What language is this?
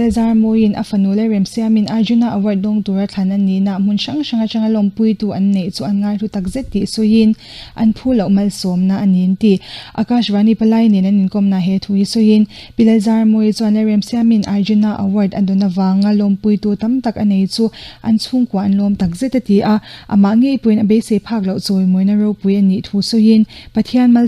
Mizo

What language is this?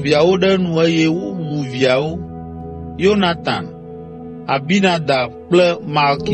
Ewe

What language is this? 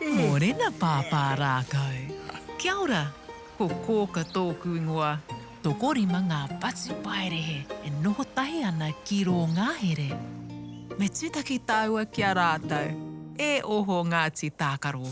Māori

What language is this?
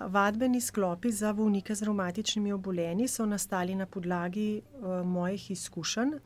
Slovenian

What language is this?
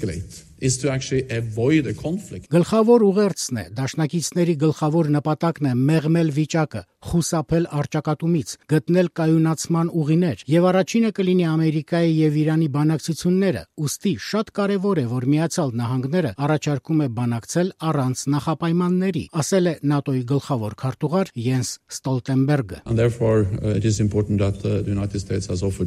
Armenian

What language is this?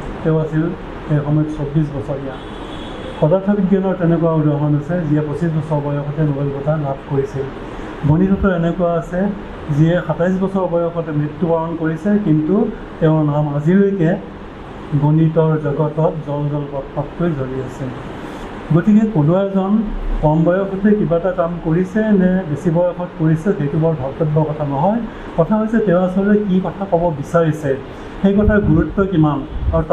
Assamese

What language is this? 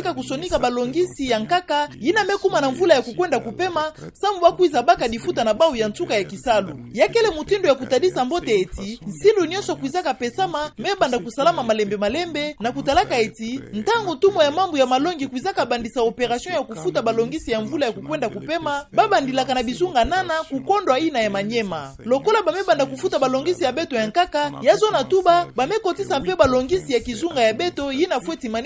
Kituba (Democratic Republic of Congo)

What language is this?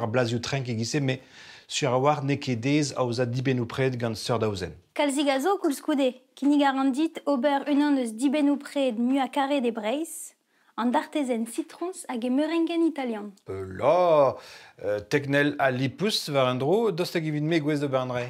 Breton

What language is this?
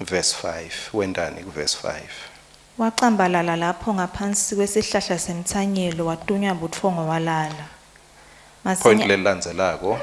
Swati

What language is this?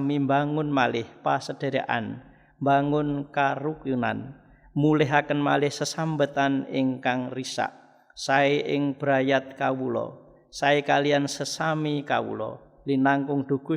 Javanese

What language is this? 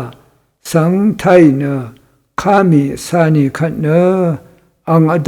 Rawang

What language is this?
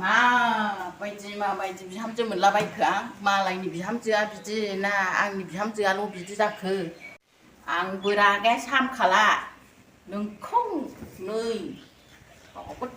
Bodo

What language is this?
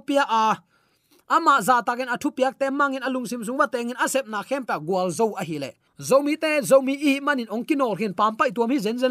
Tedim Chin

